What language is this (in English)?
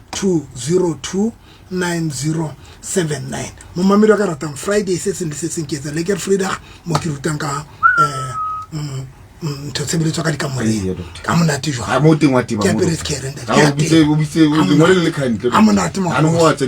Southern Sotho